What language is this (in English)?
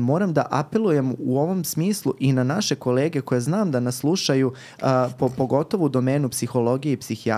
Serbian